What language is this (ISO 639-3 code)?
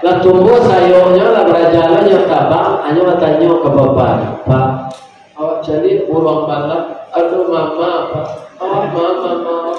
min